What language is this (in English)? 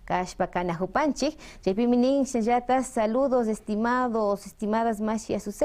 Imbabura Highland Quichua